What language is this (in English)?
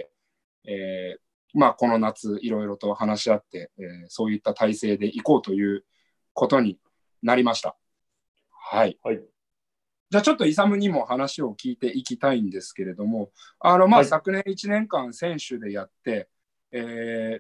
Japanese